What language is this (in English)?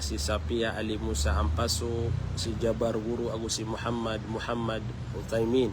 Maranao